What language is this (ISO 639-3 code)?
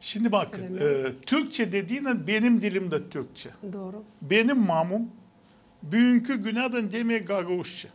gag